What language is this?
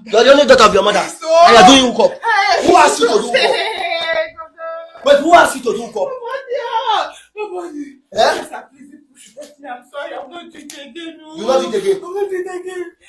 Nigerian Pidgin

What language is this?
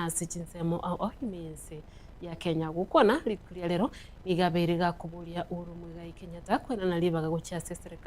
Gusii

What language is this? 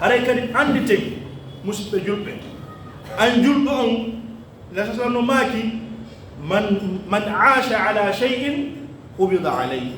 Pular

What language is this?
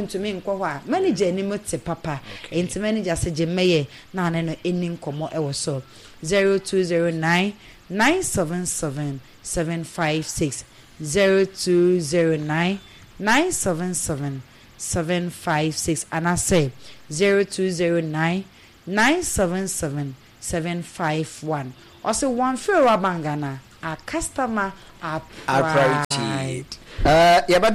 Akan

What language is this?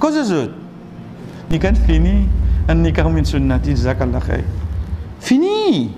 Morisyen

